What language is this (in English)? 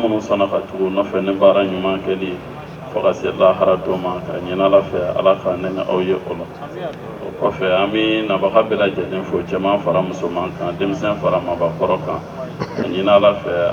Bambara